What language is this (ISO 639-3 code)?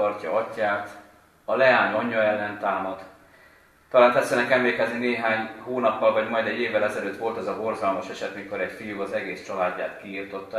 hun